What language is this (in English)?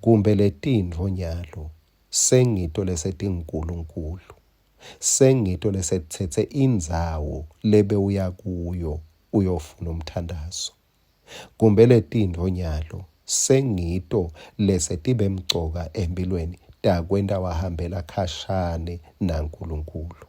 Swati